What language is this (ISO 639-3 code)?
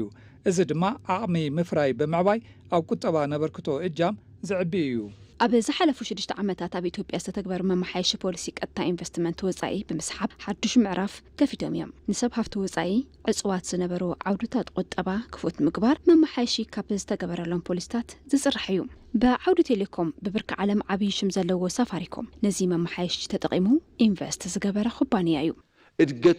tir